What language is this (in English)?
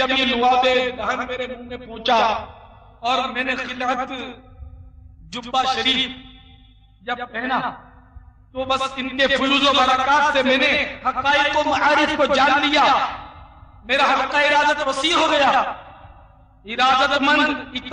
Urdu